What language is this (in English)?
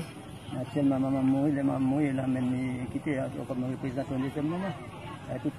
Haitian Creole